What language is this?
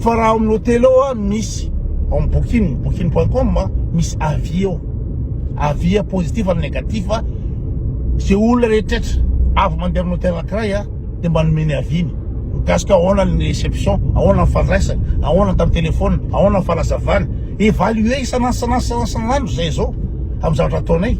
Malagasy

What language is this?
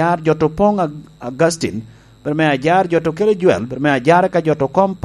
Lango (Uganda)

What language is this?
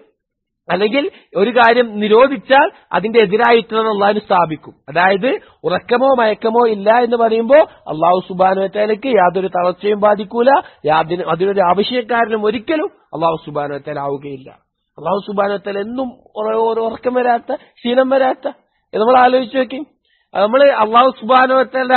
Malayalam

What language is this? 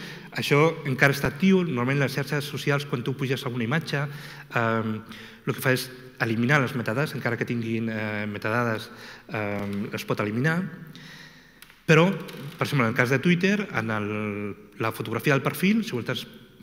Catalan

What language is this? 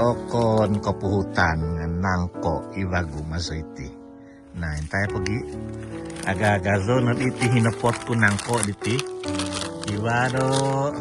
Central Dusun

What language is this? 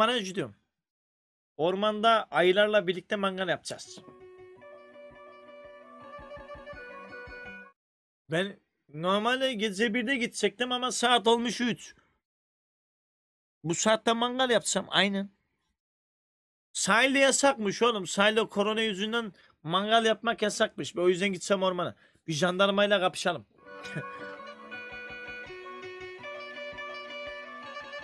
Turkish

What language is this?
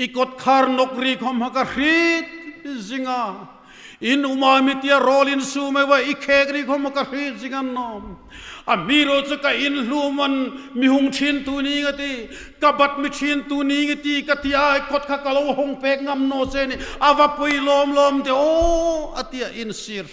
Hmar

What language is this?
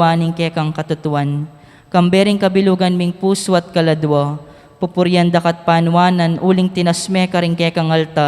Pampanga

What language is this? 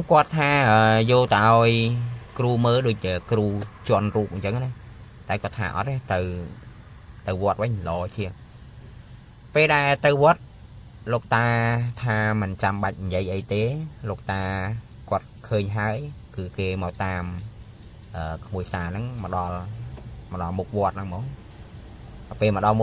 Khmer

